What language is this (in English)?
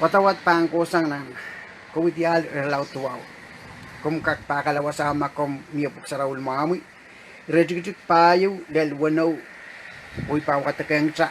Pohnpeian